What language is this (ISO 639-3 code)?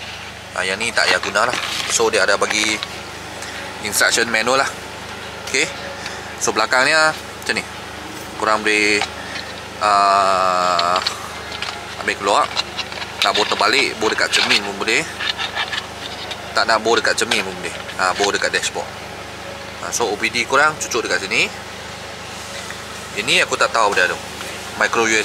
msa